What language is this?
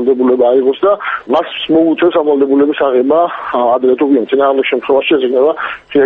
Georgian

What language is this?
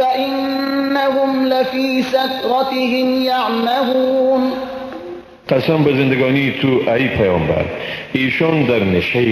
Persian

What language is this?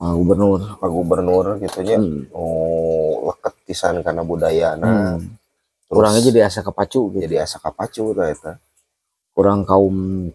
Sundanese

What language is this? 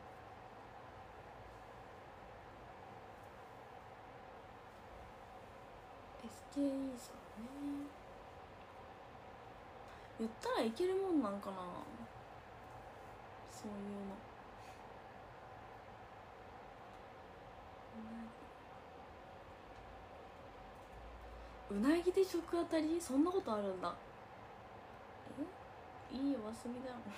Japanese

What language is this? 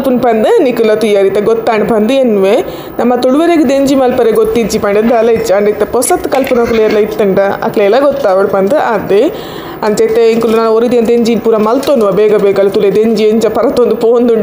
Tulu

